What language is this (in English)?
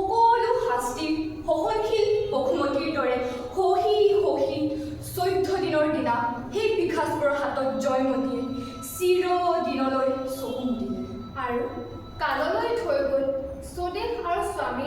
Assamese